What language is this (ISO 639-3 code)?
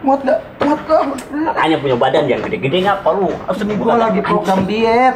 bew